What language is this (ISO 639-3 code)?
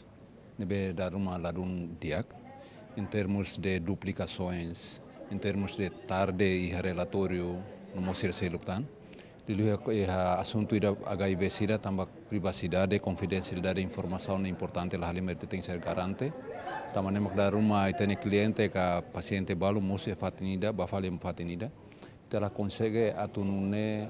tet